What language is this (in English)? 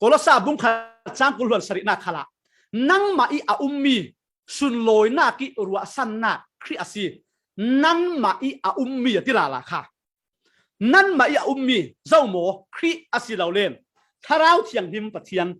Falam Chin